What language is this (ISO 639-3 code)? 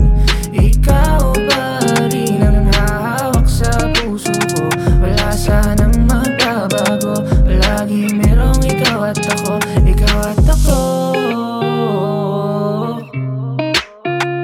fil